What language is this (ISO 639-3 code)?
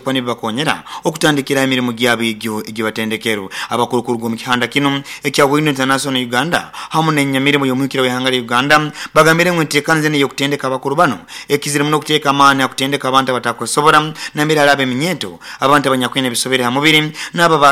nyo